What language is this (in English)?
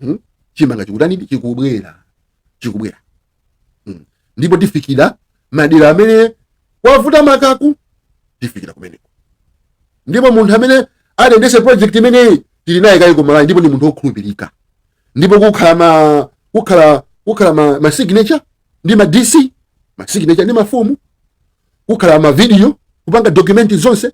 Nyanja